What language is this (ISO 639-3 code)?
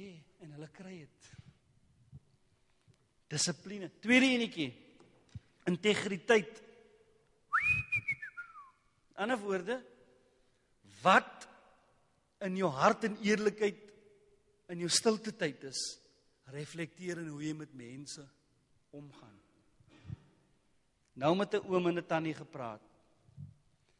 afr